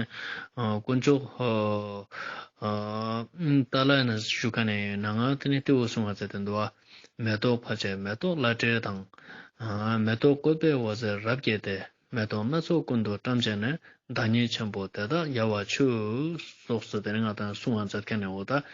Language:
Ladakhi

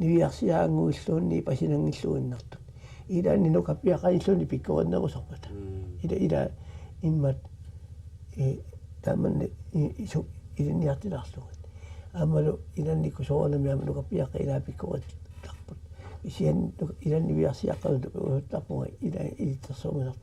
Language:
Kalaallisut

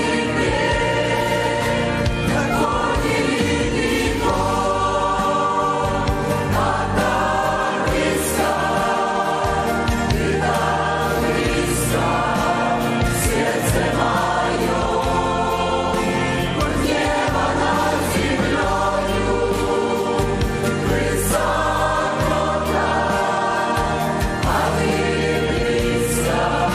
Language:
Russian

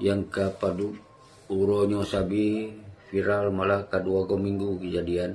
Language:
Achinese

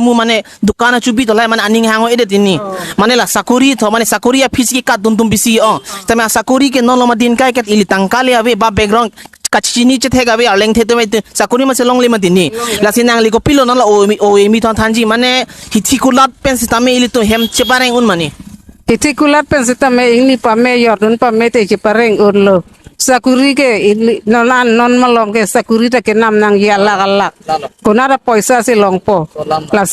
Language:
Karbi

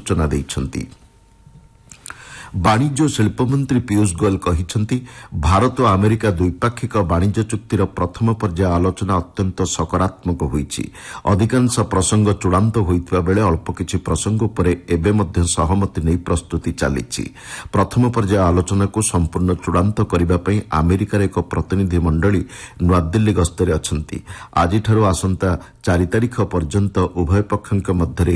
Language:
Odia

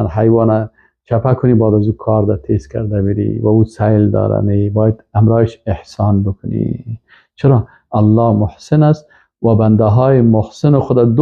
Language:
Persian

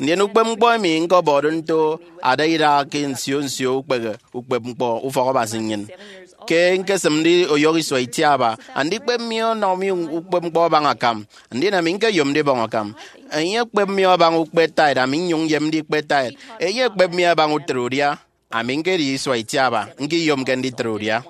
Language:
Efik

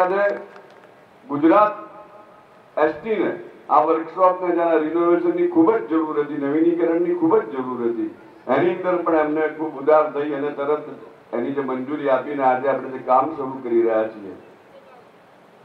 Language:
Gujarati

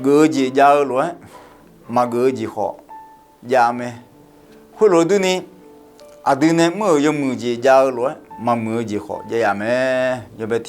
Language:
Akha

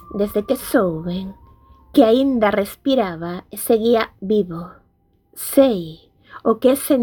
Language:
Galician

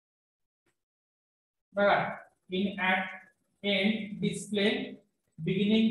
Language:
Marathi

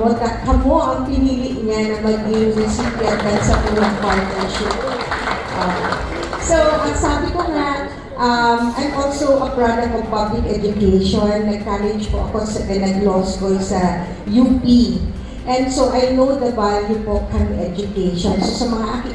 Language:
Bikol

